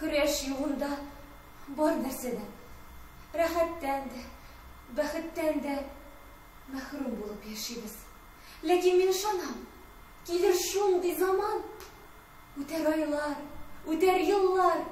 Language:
Tatar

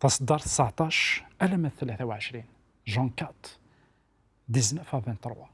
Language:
Kabyle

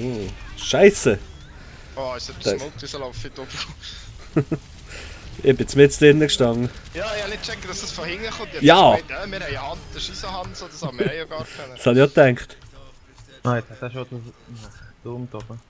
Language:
Swiss German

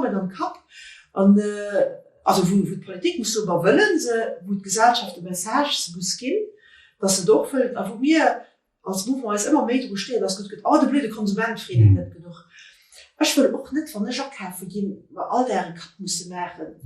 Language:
Luxembourgish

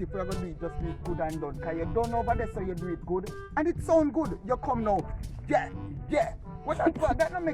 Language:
Jamaican Creole English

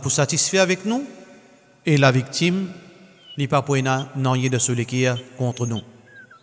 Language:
Morisyen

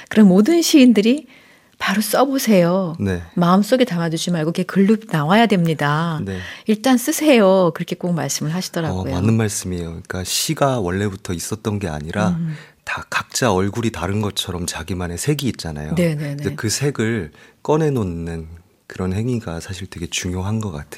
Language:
Korean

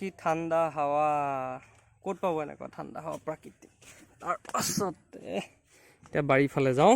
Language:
Assamese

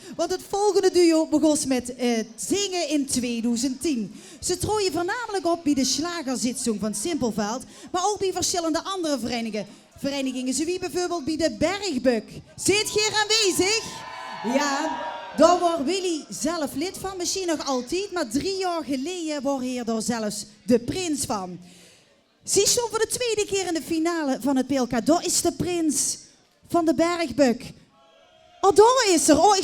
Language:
Limburgish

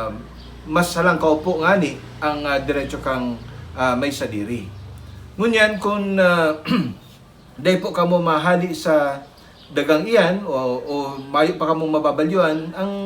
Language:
Bikol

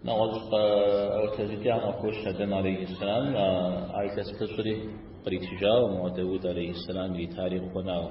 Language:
Kabardian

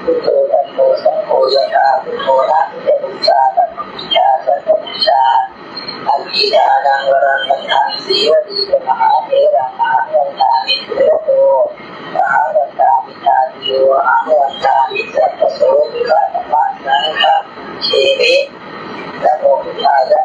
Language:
Pali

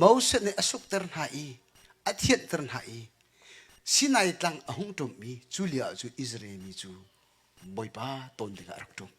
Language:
Hakha Chin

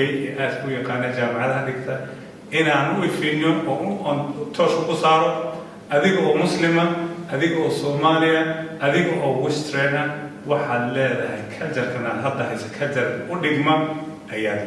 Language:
Somali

